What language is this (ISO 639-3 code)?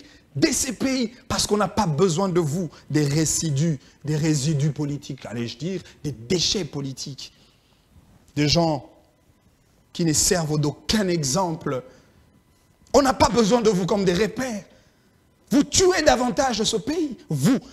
fra